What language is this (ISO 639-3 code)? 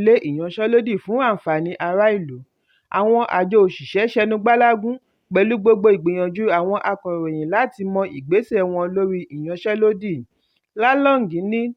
yor